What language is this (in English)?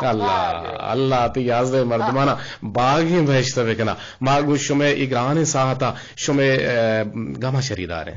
Eastern Balochi